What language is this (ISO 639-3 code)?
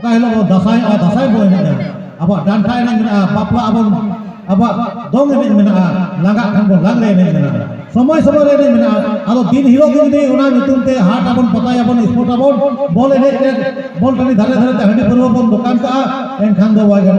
sat